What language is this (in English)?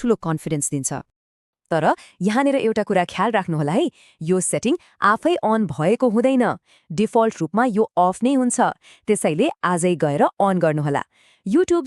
Nepali